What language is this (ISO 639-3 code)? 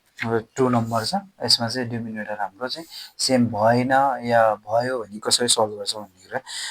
nep